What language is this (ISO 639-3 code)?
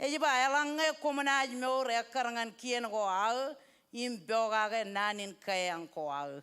mah